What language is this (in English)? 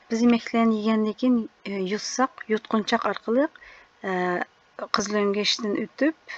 Uyghur